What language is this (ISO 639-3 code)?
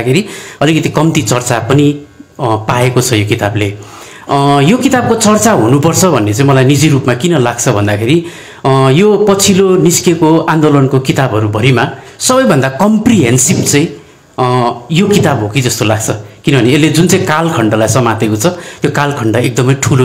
nep